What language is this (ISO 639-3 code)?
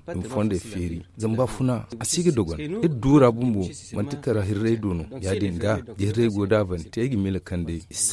dje